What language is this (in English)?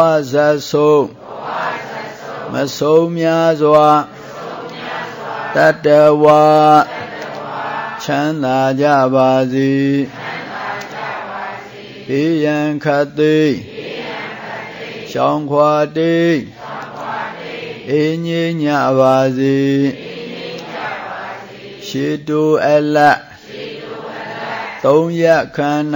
Burmese